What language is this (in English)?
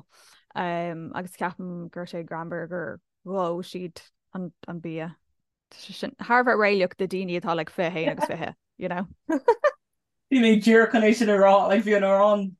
Irish